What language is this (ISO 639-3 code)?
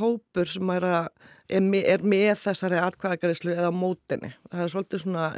isl